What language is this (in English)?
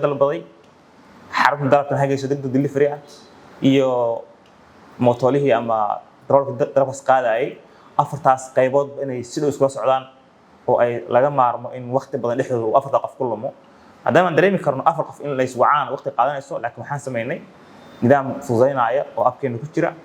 Somali